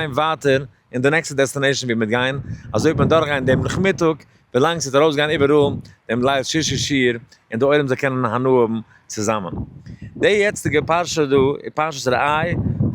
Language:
Yiddish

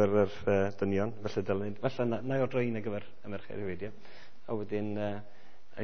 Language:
Welsh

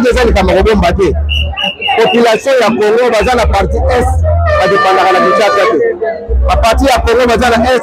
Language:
French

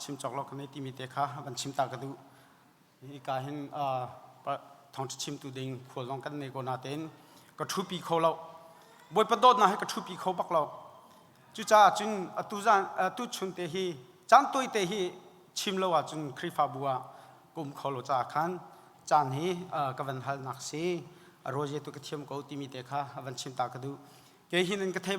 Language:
Hakha Chin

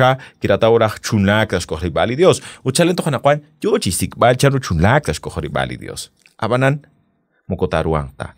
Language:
Kekchí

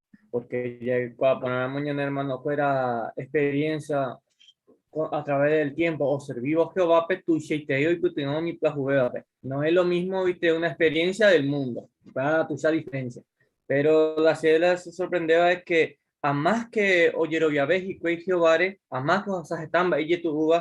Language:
Guarani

